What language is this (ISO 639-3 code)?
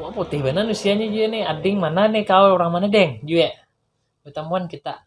bjn